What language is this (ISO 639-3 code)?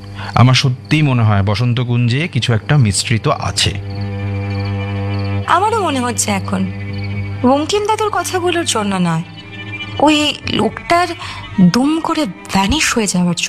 ben